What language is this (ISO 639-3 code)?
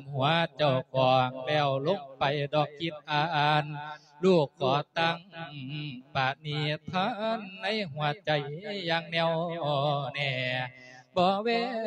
lao